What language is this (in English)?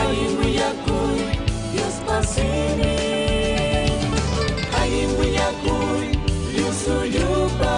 Ayacucho Quechua